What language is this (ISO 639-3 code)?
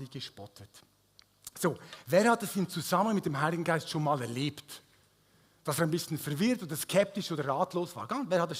gsw